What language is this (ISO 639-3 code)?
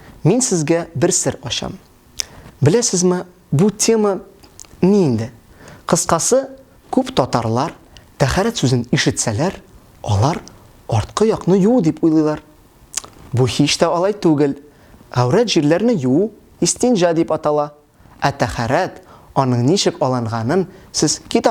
tat